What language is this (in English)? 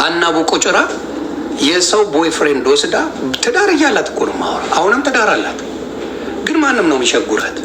Amharic